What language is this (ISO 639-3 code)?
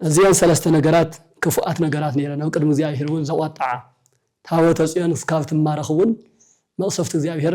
tir